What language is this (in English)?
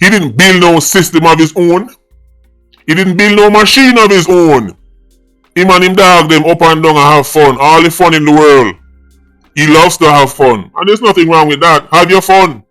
Jamaican Creole English